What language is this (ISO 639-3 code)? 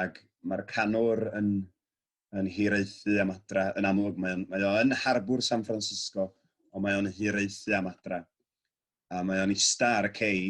cym